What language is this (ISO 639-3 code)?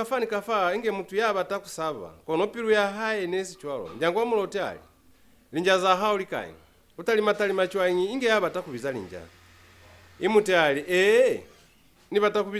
loz